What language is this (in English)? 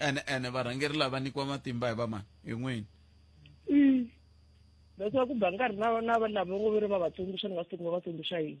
Tsonga